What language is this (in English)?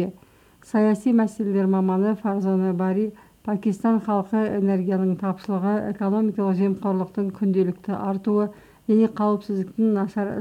Kazakh